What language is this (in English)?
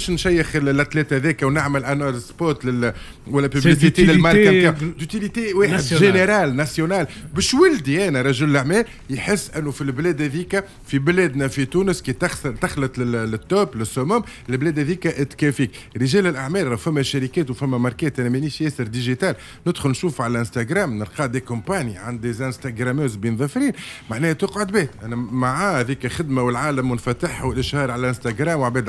Tunisian Arabic